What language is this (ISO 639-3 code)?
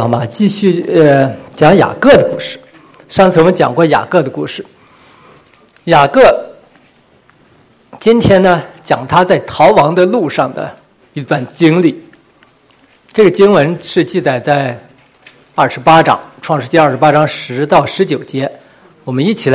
zho